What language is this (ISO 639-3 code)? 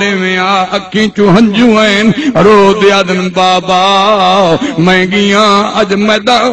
skr